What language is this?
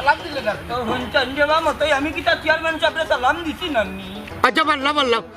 Sylheti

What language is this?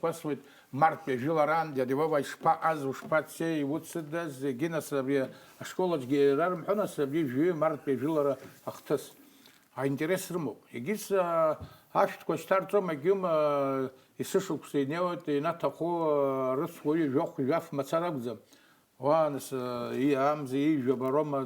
Abkhazian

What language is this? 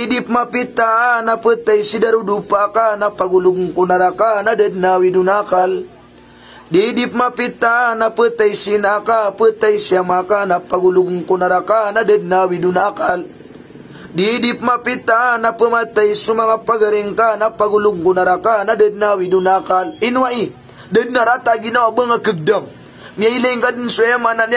Maranao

